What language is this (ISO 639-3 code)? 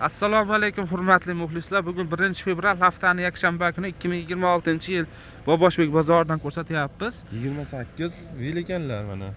uzb